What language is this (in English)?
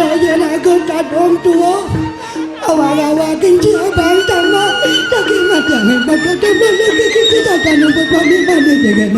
Balinese